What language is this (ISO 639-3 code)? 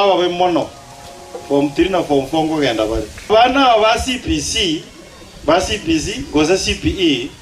guz